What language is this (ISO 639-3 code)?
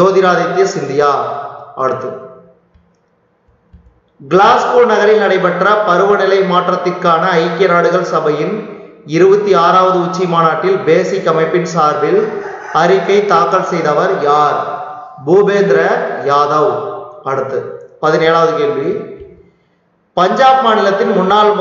tam